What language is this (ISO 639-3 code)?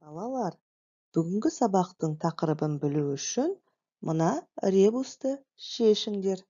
kaz